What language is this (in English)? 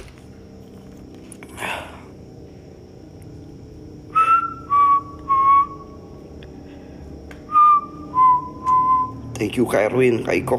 Indonesian